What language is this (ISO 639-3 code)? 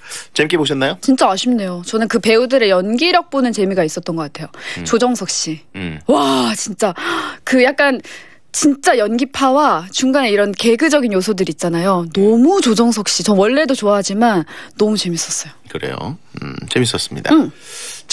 kor